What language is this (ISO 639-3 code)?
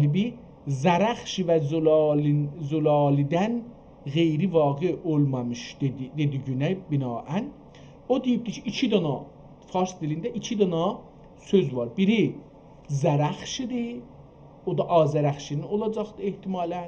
azb